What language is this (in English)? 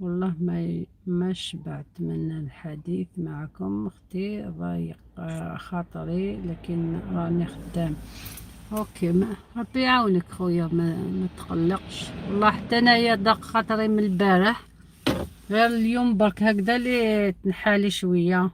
Algerian Arabic